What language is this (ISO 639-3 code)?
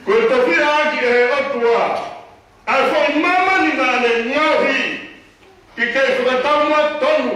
ton